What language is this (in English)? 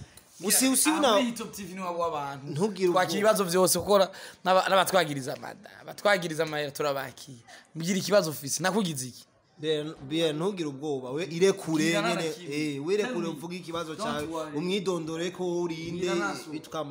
Rundi